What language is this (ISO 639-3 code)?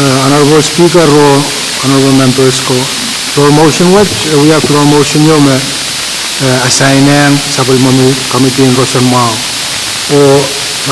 pon